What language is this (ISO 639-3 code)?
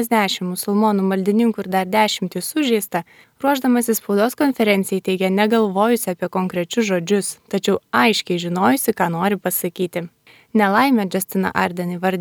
lit